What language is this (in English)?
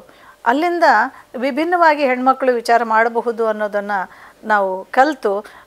Kannada